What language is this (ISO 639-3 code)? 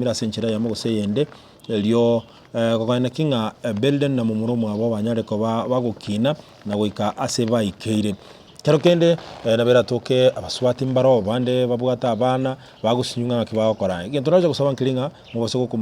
guz